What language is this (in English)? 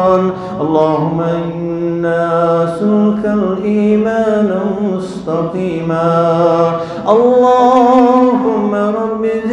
Kashmiri